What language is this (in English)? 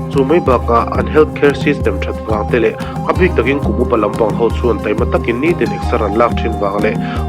Mizo